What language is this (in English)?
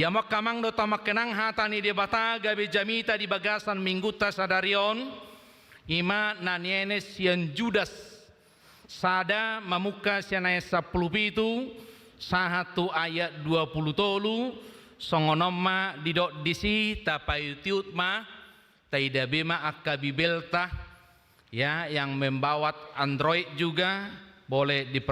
Batak Toba